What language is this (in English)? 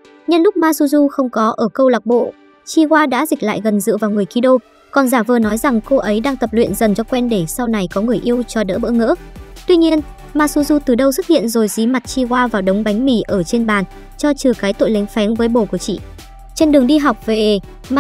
Vietnamese